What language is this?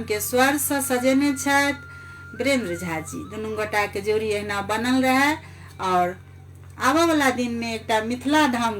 Maithili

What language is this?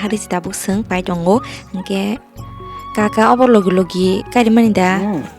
Kok Borok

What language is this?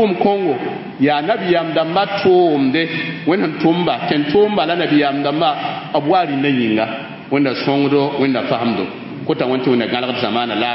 Mossi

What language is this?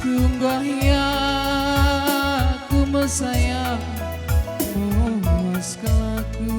Batak Karo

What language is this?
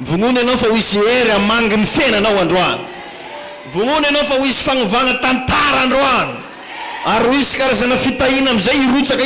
Malagasy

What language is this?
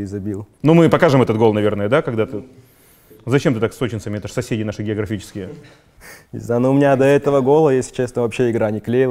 Russian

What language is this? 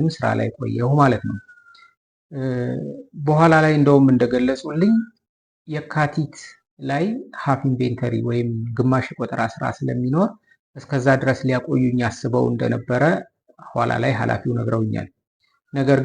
Amharic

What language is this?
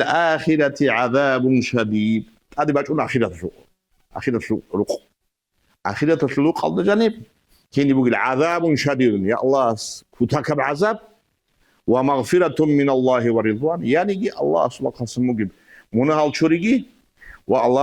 Avaric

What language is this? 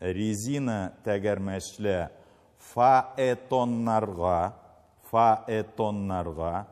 Tatar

